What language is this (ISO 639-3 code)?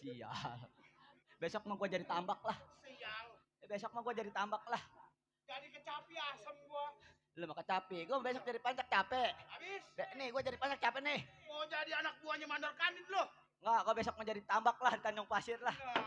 bew